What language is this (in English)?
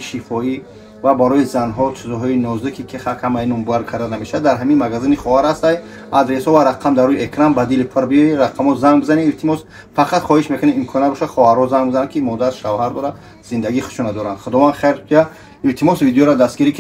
Tajik